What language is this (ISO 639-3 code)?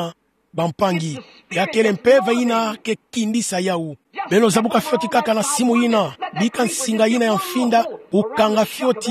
ktu